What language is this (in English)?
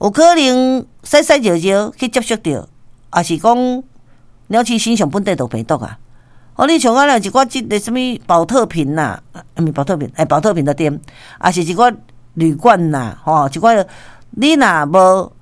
Min Nan Chinese